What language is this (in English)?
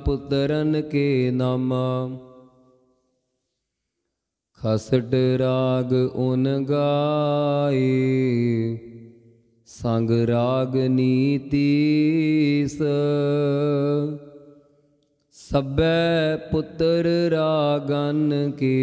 Punjabi